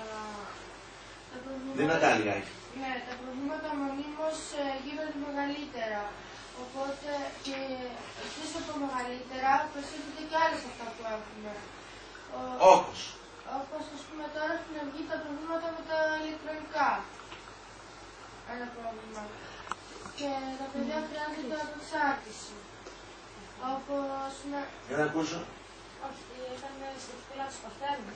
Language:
Greek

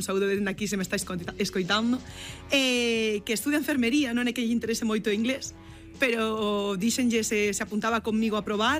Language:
Galician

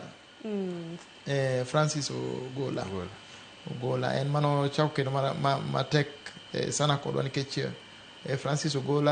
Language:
Luo (Kenya and Tanzania)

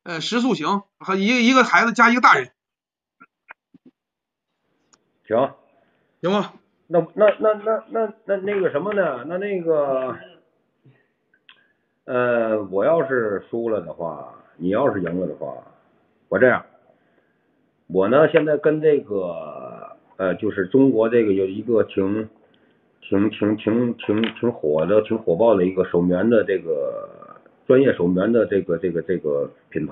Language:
Chinese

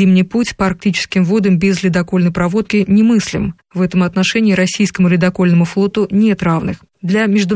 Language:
Russian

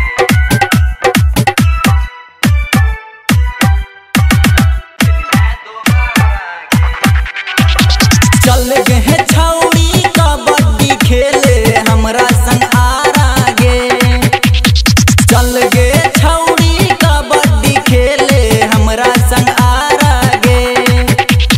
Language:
Bhojpuri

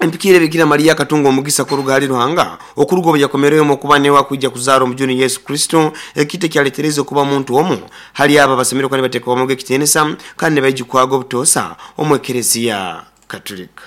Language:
Nyoro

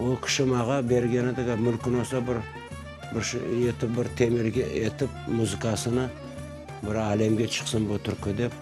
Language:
Crimean Tatar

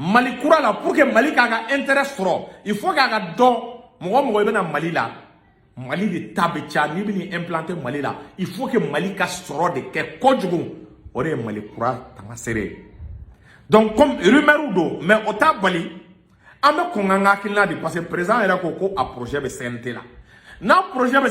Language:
Bambara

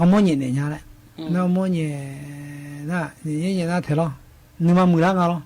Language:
Akha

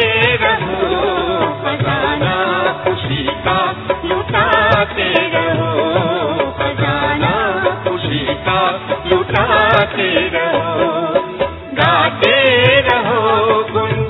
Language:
Hindi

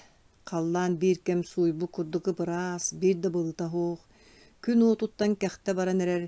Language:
Yakut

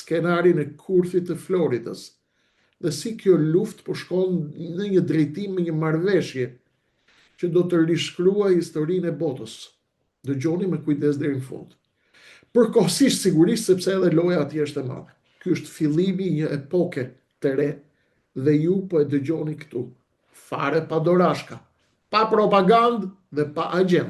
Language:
Albanian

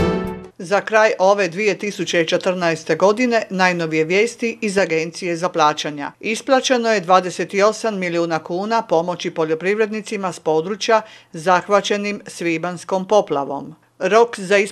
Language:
Croatian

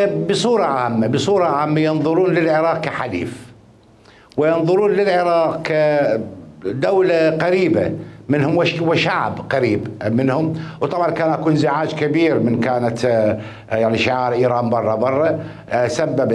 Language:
Mesopotamian Arabic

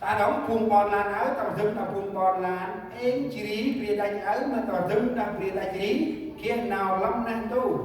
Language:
Central Mnong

